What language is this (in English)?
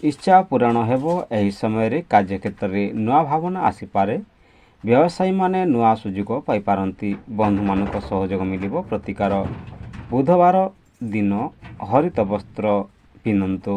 Odia